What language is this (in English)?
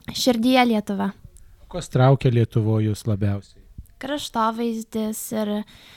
Lithuanian